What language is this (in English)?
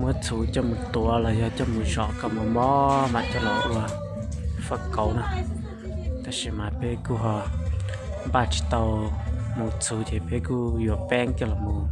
Hmong